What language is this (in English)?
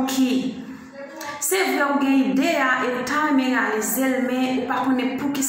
Haitian Creole